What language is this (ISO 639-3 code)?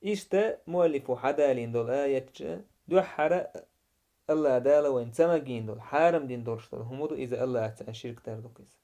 che